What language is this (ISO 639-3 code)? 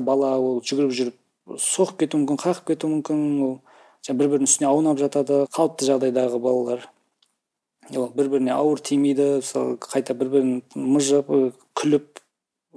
kaz